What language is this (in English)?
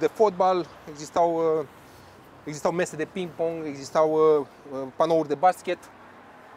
Romanian